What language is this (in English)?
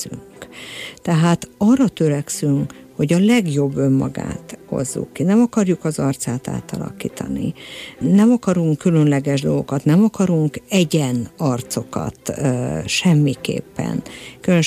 Hungarian